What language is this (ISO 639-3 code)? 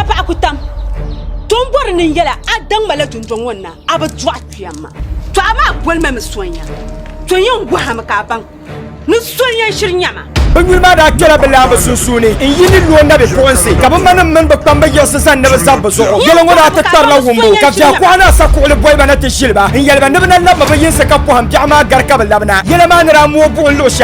dag